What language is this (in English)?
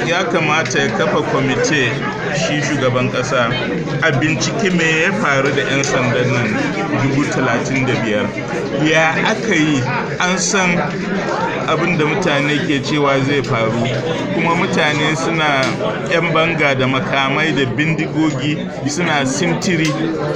Hausa